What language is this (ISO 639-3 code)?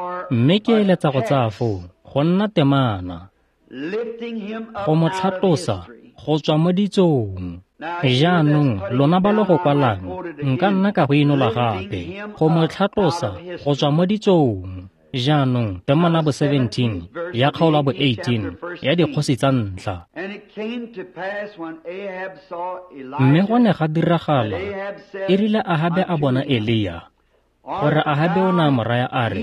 tsn